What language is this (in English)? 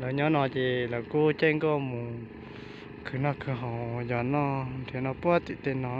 Hmong